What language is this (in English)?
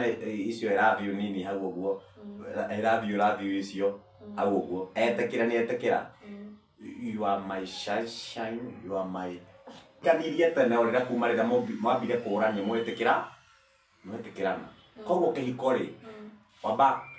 Kikuyu